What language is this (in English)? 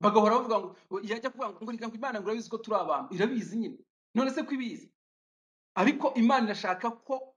Kinyarwanda